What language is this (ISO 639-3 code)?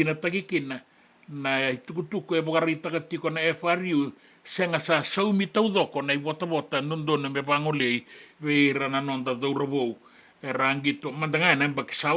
fij